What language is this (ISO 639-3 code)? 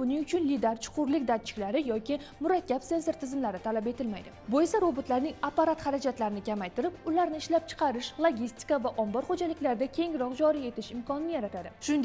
uzb